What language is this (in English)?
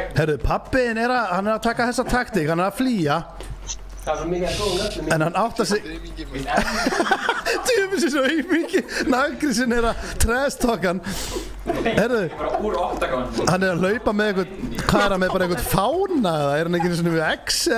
Icelandic